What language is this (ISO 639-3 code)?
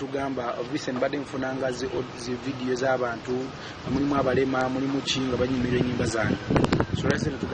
lug